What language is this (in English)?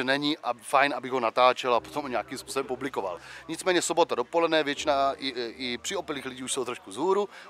Czech